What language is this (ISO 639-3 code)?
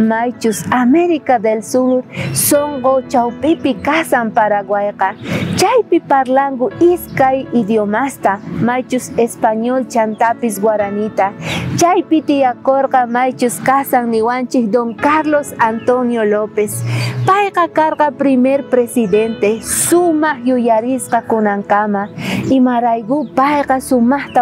quh